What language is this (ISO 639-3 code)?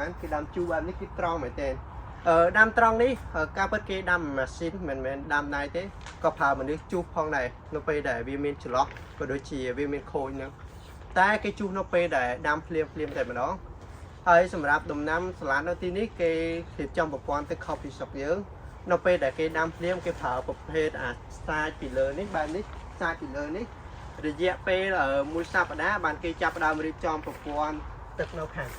khm